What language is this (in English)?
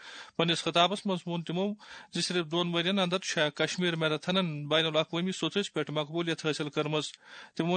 Kashmiri